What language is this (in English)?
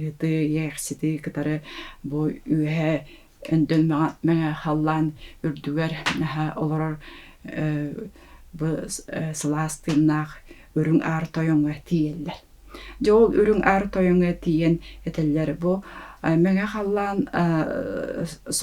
Yakut